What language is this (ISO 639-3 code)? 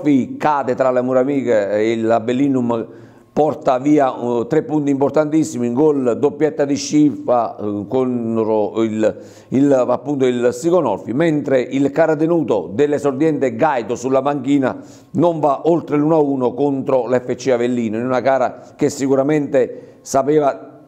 ita